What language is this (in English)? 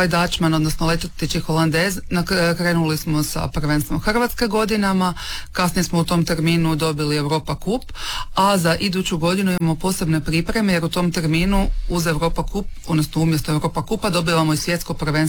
Croatian